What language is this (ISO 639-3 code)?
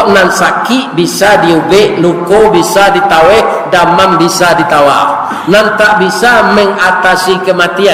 min